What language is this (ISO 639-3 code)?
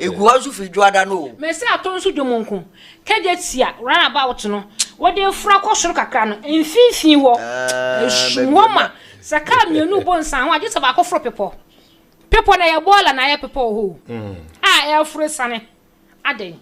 aka